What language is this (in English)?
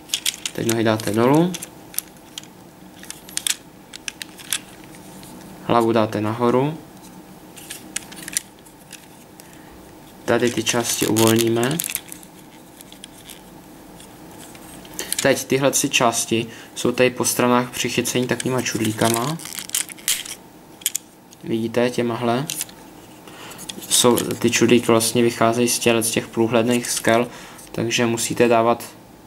Czech